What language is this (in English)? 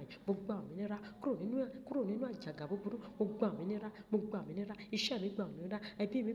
Yoruba